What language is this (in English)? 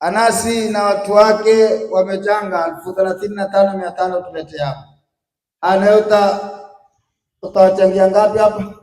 Swahili